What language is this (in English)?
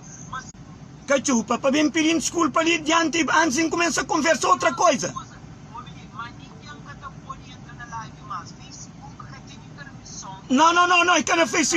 Kabuverdianu